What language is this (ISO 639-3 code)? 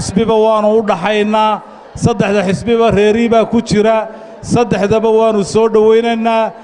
som